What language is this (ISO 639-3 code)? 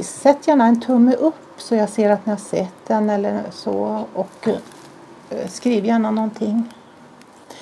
swe